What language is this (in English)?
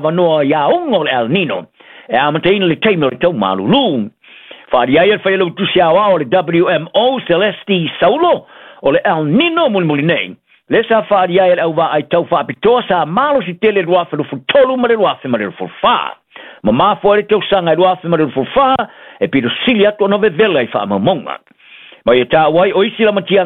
Samoan